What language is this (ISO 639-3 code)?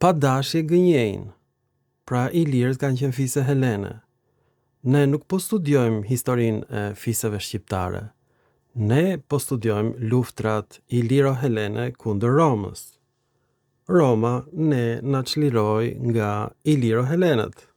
sqi